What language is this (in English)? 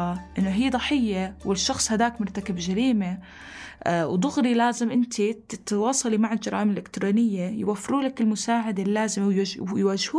North Levantine Arabic